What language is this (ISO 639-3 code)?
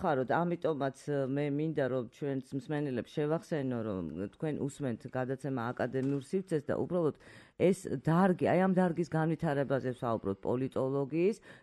kat